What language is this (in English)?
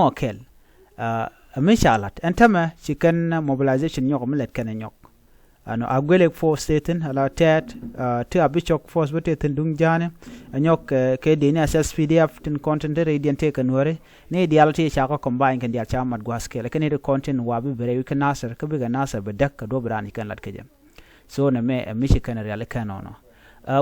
Nuer